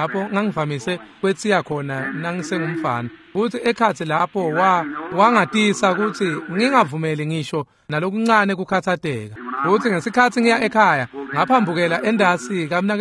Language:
Swati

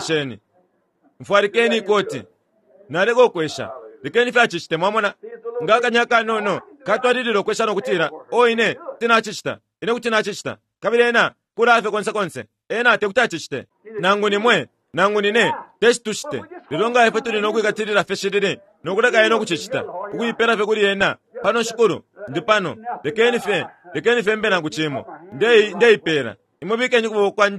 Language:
Bemba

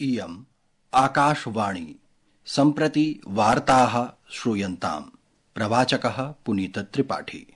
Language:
Sanskrit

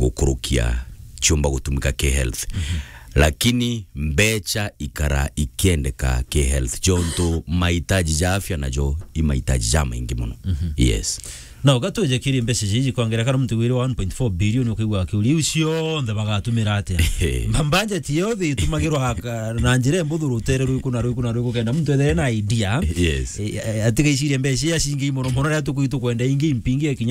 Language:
Meru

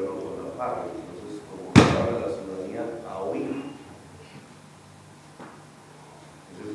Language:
Spanish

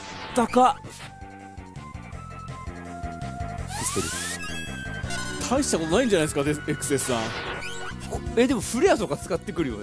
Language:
Japanese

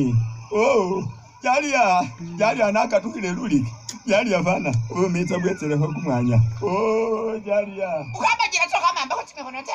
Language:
Masaaba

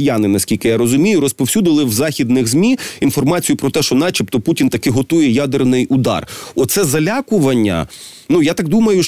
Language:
Ukrainian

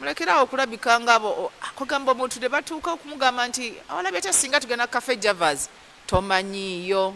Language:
Ganda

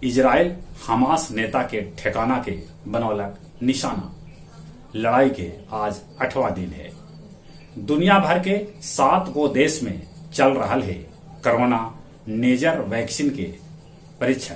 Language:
Magahi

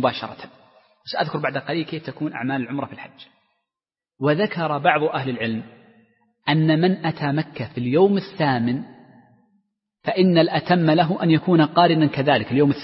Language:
Arabic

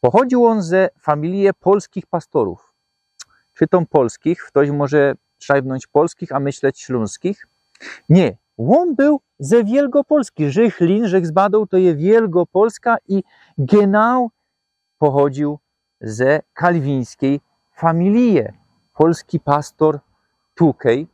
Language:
Silesian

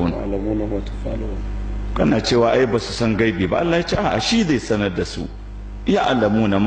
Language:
Hausa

